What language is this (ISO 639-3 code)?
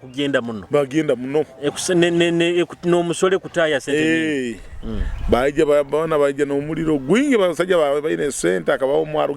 nyo